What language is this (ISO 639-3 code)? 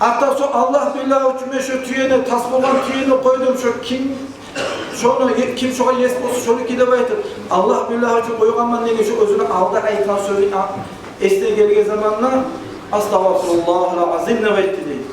kum